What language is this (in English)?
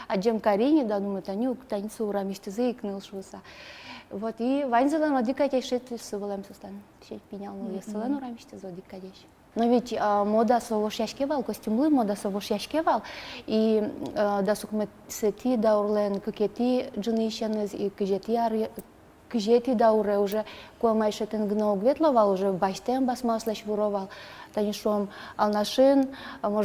Udmurt